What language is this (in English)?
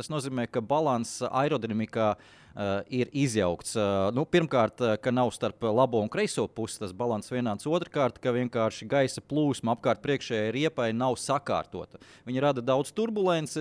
Latvian